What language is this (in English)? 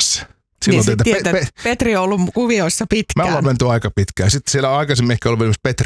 Finnish